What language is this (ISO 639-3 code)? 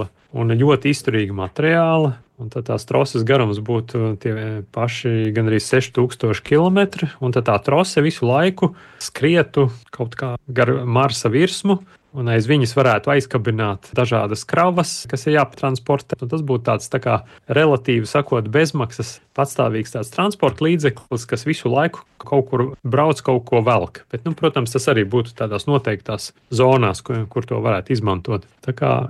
lav